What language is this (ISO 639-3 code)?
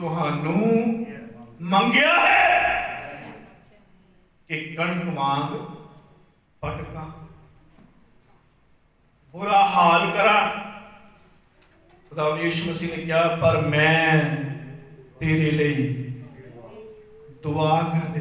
pan